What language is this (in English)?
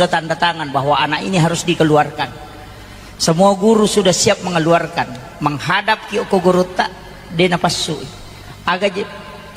Buginese